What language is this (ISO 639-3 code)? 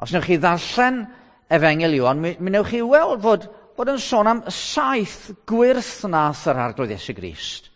cym